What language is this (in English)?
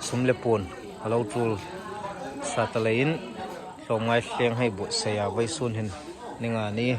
Hmar